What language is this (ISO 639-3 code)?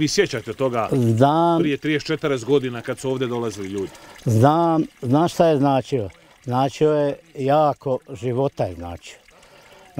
bos